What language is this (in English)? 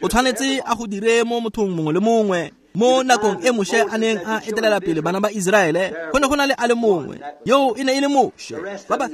Tswana